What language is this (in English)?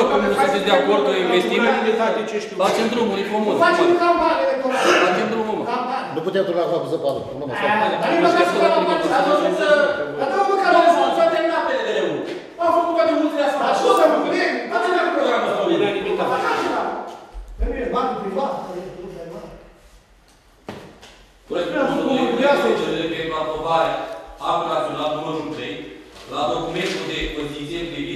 Romanian